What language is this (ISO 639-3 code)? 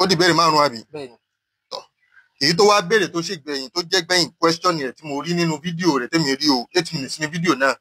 yor